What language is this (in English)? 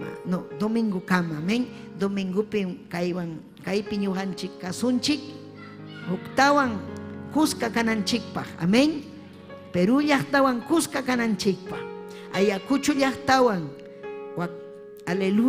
Ayacucho Quechua